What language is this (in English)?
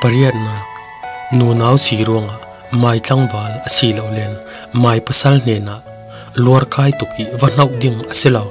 Falam Chin